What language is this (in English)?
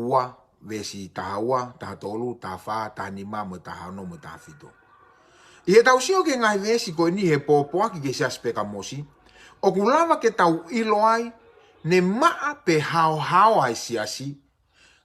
Tongan